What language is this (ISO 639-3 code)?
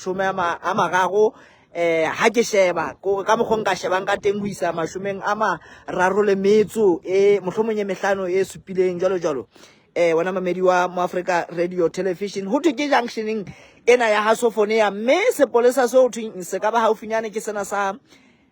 sot